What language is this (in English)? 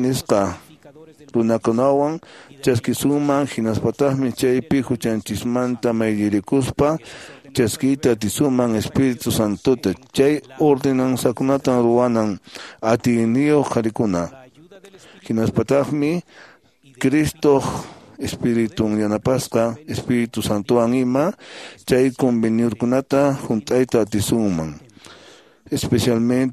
Quechua